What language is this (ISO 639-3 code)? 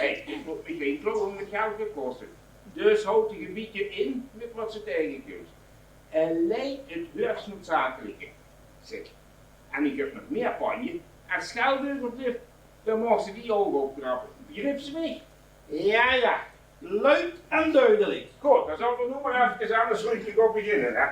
lim